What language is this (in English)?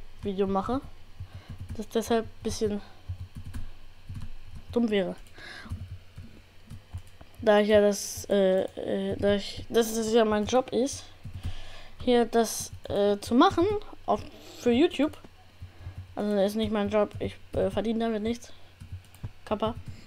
German